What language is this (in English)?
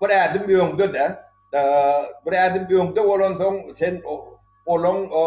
Turkmen